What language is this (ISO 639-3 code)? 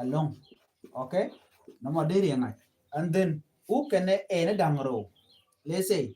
nus